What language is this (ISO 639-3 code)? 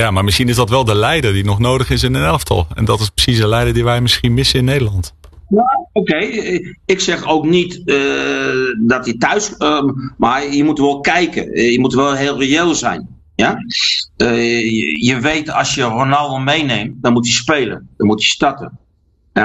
nld